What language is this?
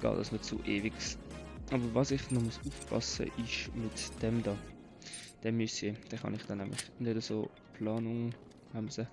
Swiss German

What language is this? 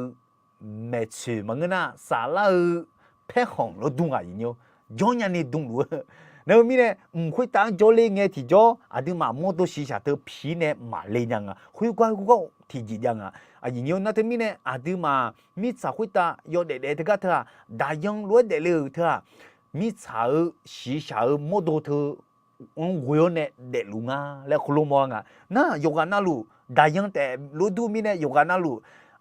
Akha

